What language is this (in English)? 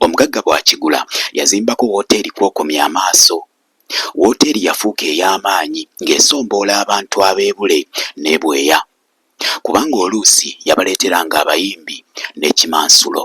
Ganda